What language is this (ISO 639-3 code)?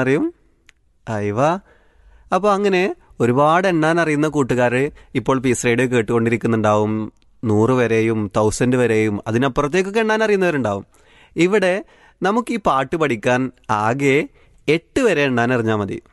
mal